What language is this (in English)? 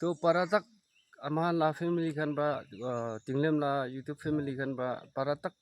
Naga Pidgin